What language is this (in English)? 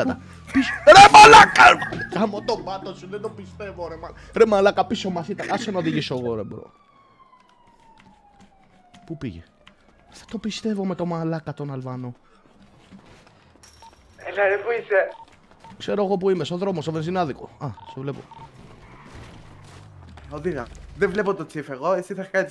Greek